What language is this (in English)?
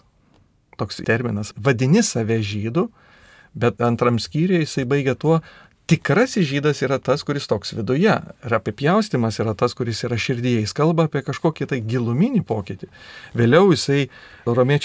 Lithuanian